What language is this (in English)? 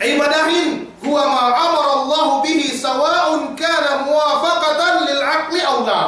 Yakan